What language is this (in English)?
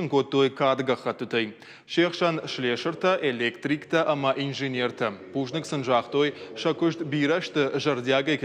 Ossetic